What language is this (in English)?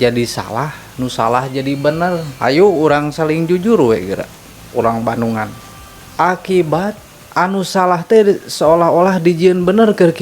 Sundanese